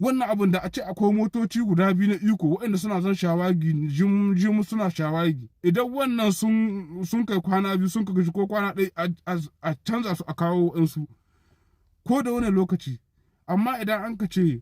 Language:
Hausa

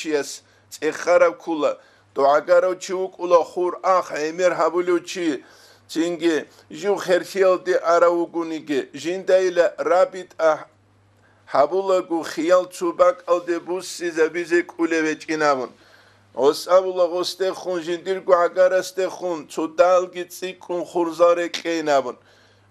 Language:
Avaric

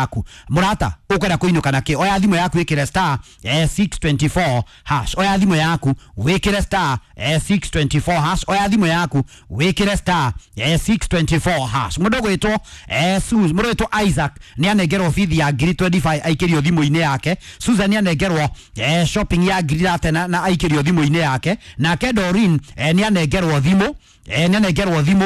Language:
Kikuyu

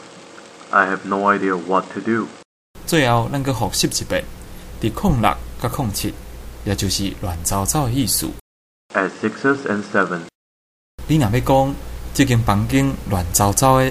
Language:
Min Nan Chinese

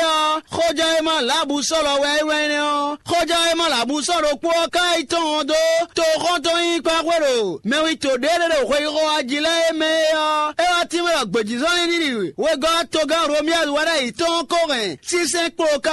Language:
Fon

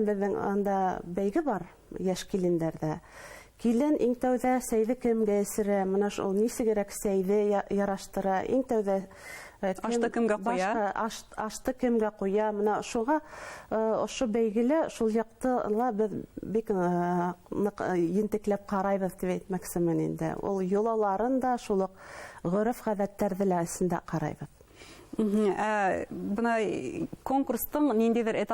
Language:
Bashkir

